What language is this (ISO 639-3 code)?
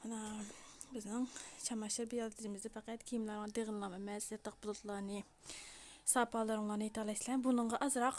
uig